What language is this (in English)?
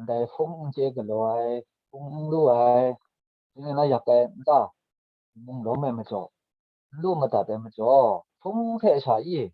Kachin